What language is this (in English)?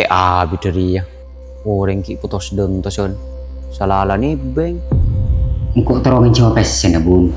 Madurese